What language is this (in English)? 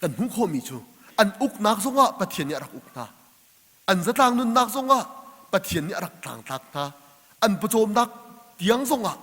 Hakha Chin